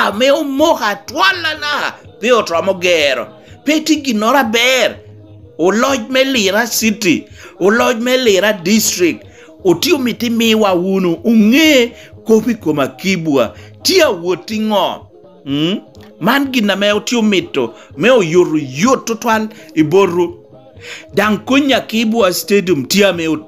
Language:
Lango (Uganda)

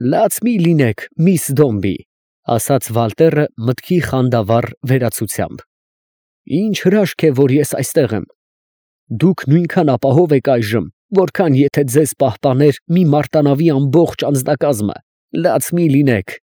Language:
Armenian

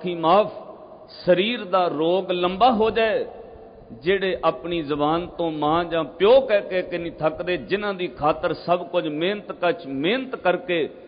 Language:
Punjabi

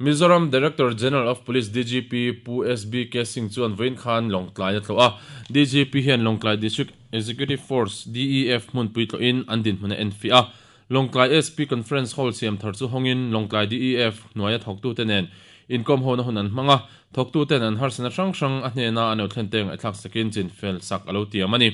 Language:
Mizo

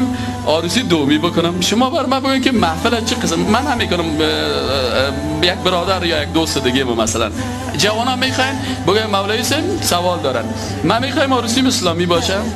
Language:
Persian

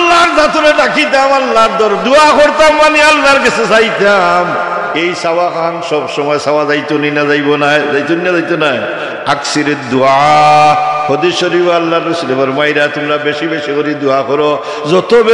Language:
Sylheti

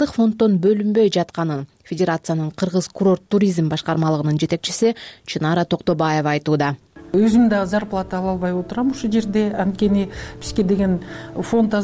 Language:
Kyrgyz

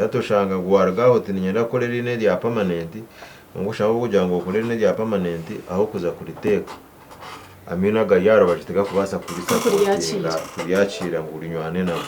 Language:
Nyankole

